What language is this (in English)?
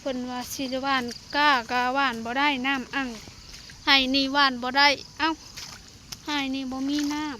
Lao